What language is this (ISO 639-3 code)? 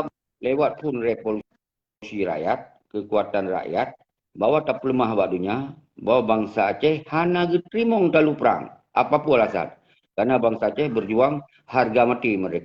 ace